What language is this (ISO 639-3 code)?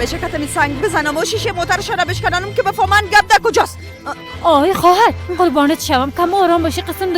fas